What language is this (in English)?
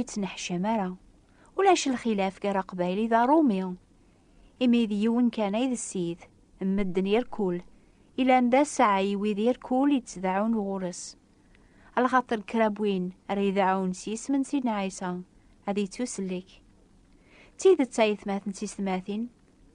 Kabyle